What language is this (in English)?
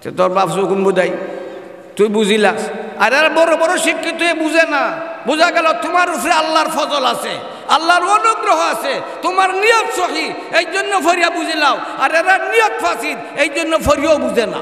Sylheti